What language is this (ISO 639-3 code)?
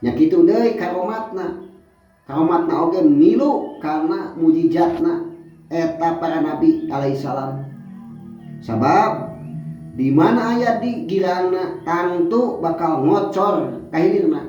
sun